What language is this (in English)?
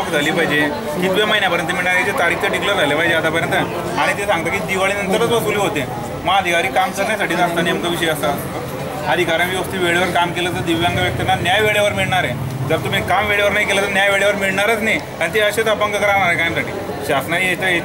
Marathi